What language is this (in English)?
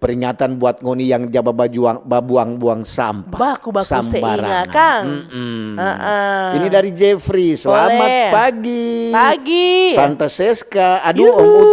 Manado Malay